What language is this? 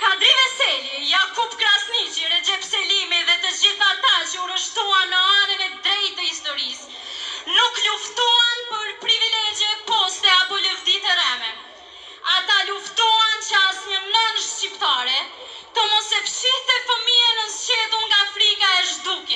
Albanian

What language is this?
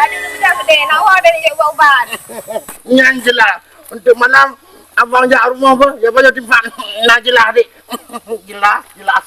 Achinese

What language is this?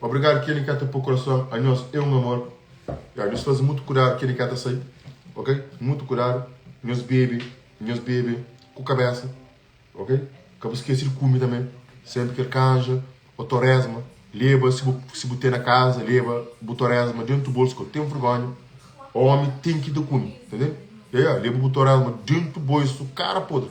Kabuverdianu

